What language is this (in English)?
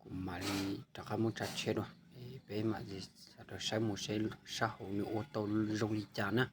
Hmong